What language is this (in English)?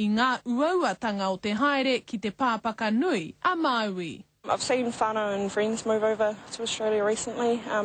Māori